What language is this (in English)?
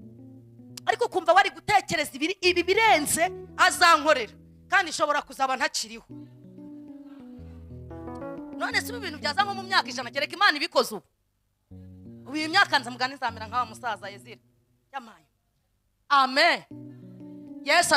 Kinyarwanda